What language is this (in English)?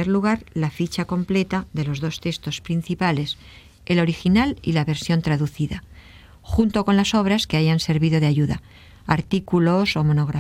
Spanish